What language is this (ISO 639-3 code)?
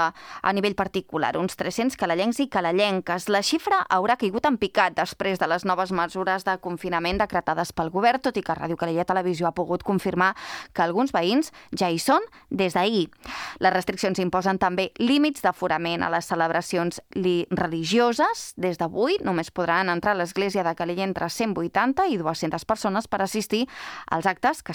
cat